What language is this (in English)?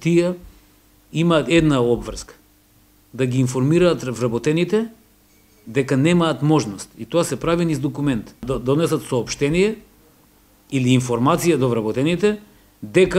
Macedonian